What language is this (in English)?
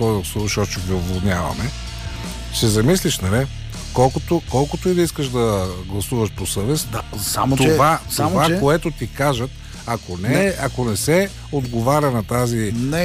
Bulgarian